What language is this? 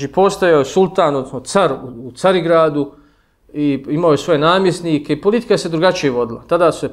Bosnian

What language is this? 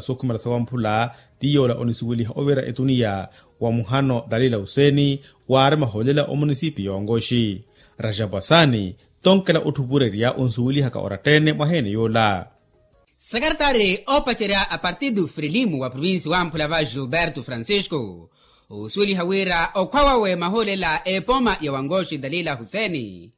Makhuwa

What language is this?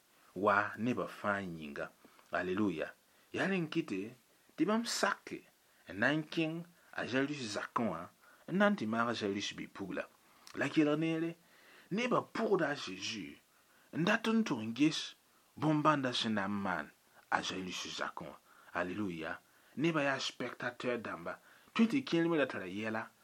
Mossi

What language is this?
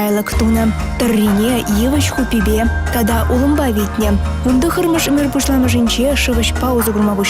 Chuvash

